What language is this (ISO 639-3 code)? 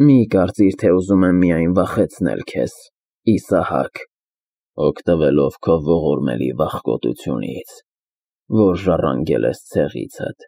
hye